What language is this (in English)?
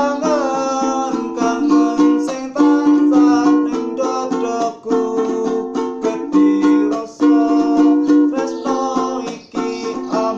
Javanese